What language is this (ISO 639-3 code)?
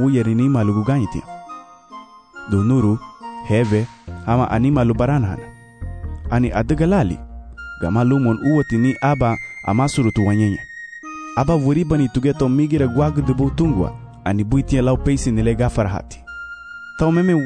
cab